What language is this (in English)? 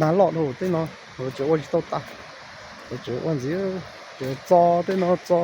Hmong